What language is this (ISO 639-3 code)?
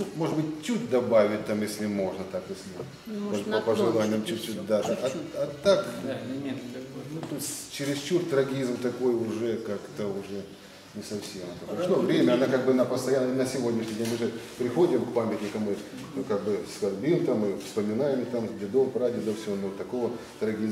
rus